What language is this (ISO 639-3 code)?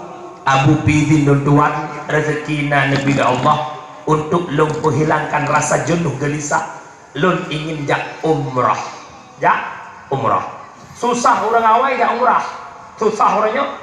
ace